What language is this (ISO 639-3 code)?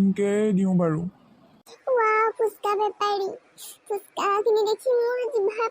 asm